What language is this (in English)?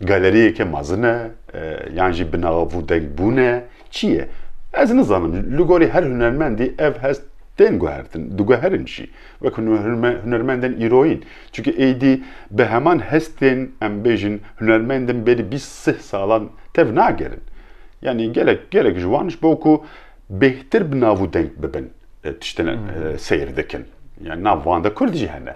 Kurdish